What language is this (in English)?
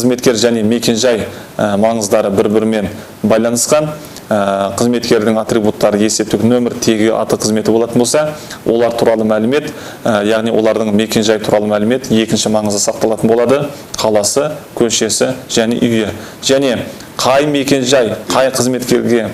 Kazakh